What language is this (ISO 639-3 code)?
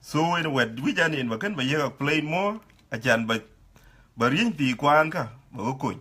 din